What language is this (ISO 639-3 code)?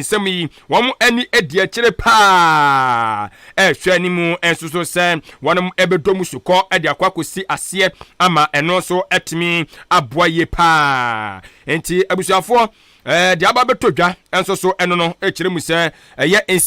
aka